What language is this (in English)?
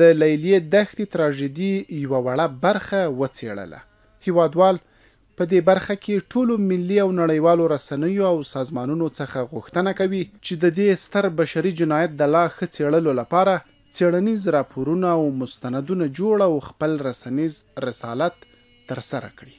Pashto